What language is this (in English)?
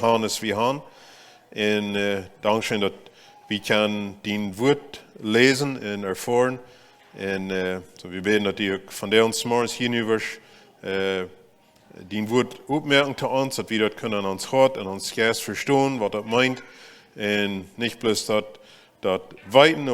Plautdietsch